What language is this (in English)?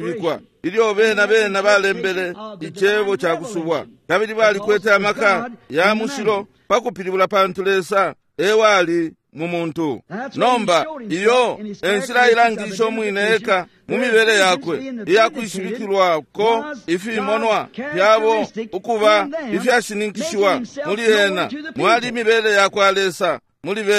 Bemba